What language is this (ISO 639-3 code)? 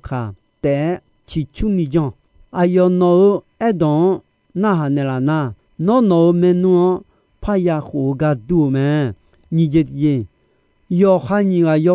ahk